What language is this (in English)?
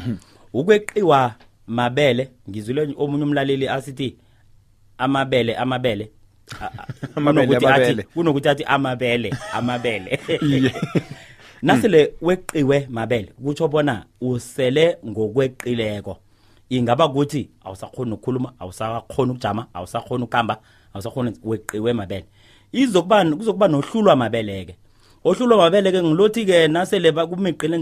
South Ndebele